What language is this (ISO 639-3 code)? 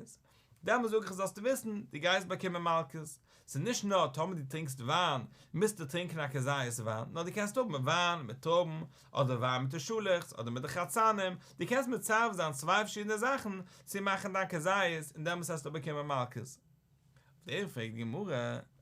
yid